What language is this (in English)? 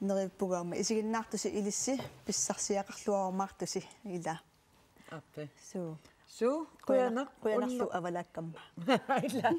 Kalaallisut